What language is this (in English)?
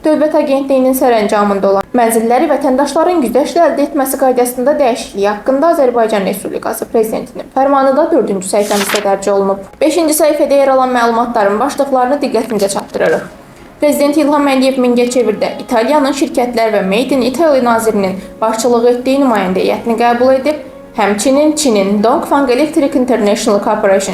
Azerbaijani